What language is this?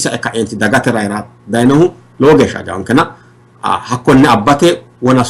Sidamo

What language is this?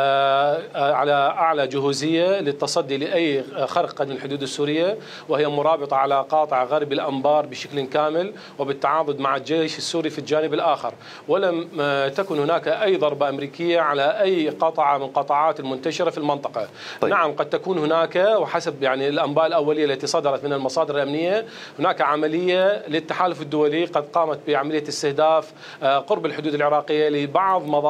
Mesopotamian Arabic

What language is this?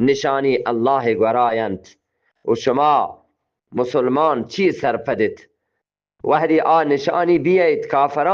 Eastern Balochi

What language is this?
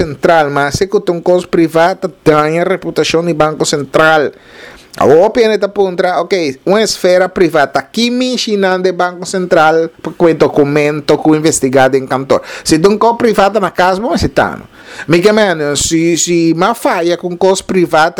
Papiamento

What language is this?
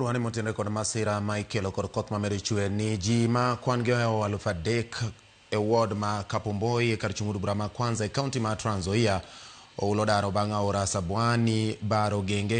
Luo (Kenya and Tanzania)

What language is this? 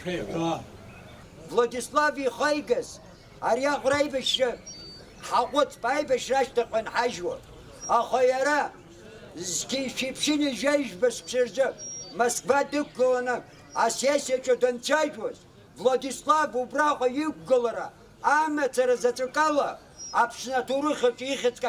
Abkhazian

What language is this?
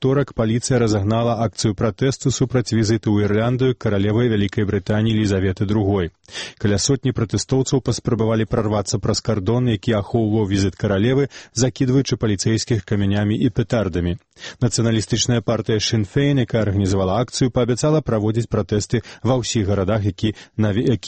Belarusian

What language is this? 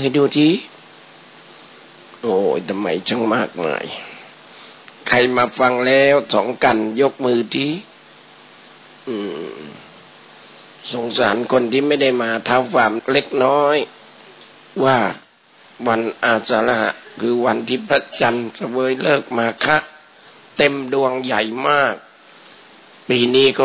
Thai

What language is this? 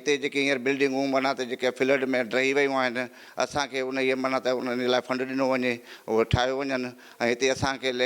Sindhi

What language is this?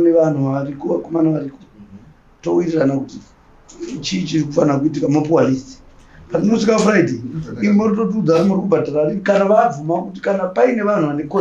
Shona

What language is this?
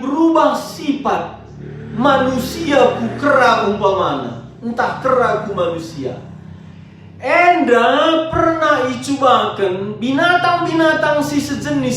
Batak Karo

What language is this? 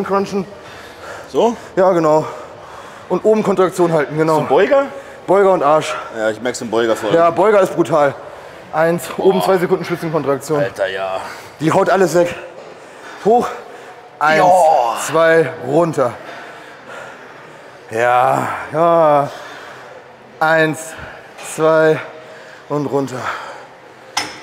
German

